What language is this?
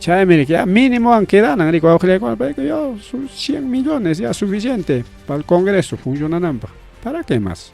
Ayacucho Quechua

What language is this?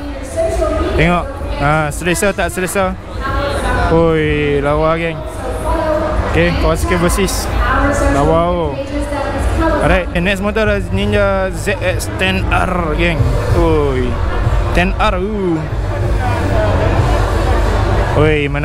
Malay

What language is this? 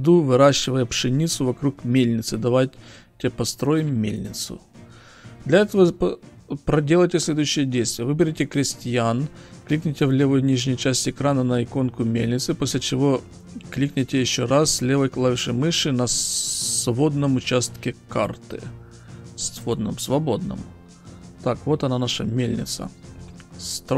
Russian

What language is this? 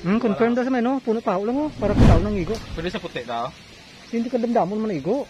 Hiligaynon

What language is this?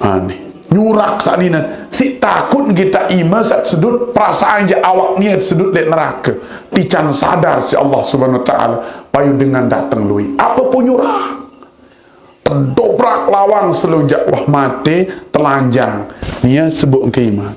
Sasak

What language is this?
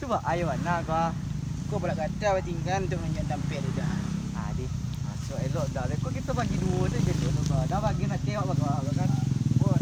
Minangkabau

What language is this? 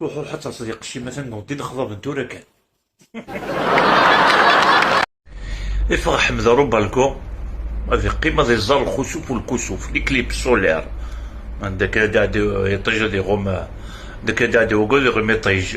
Kabyle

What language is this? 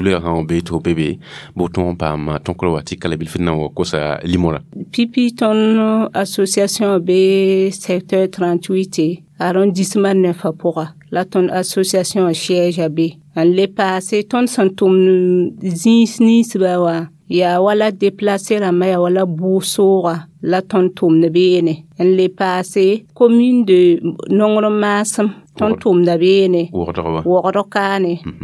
Mossi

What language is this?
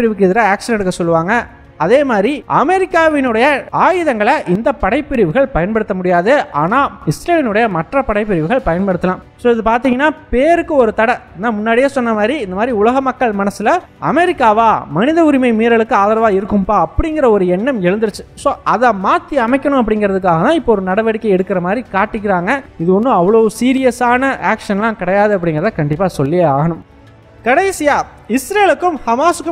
Tamil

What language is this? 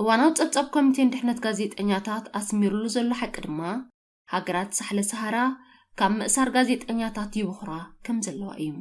Tigrinya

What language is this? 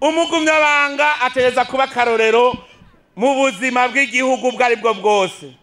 Rundi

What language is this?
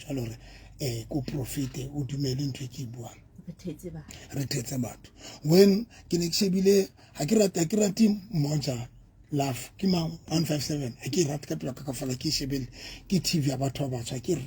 Southern Sotho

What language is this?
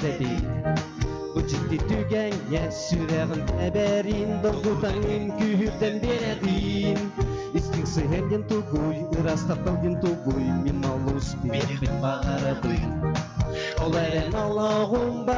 Yakut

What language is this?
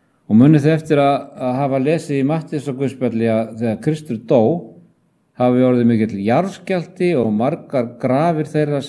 Icelandic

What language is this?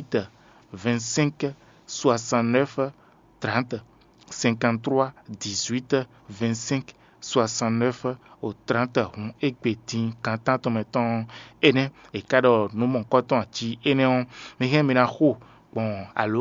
Fon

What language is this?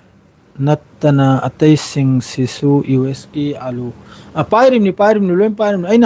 Manipuri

